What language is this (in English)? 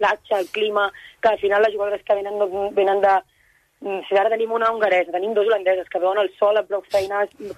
Catalan